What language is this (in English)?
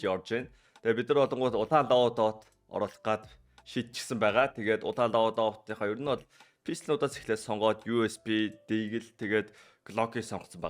Mongolian